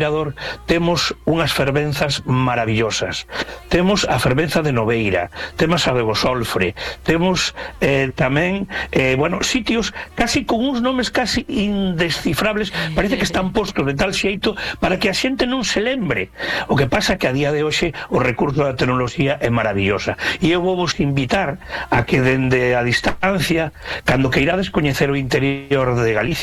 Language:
Galician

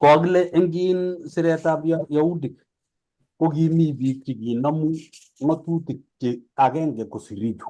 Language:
Kalenjin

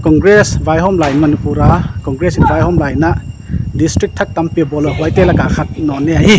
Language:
Paite Chin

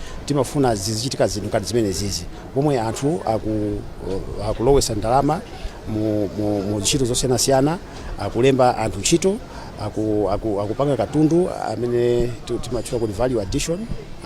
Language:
Nyanja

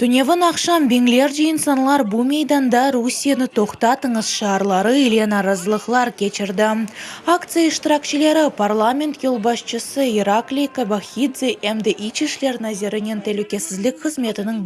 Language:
Crimean Tatar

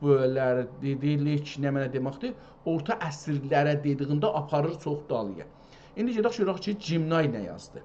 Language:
South Azerbaijani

